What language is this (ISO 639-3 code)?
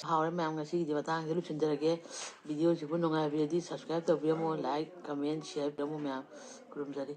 mni